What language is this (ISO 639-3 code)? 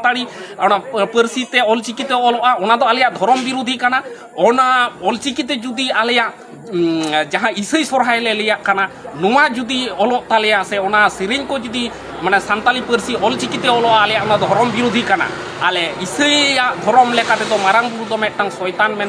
sat